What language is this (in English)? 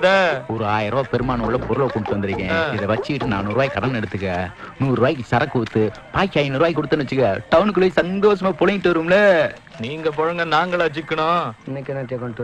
Tamil